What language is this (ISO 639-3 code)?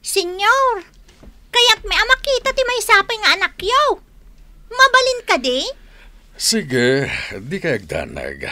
ilo